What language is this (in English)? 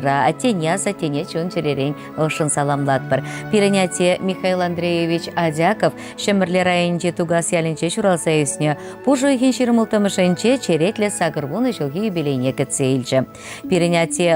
Chuvash